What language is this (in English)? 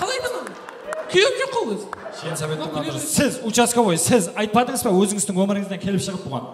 Kara-Kalpak